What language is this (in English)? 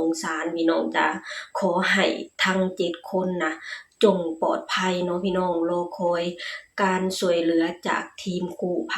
Lao